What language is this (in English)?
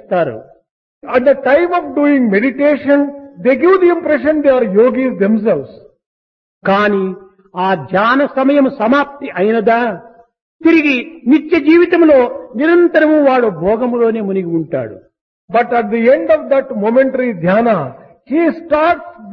Telugu